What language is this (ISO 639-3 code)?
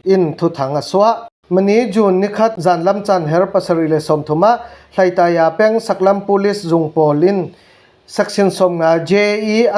cfm